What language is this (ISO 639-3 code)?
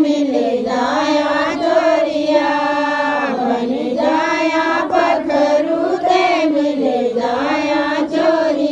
doi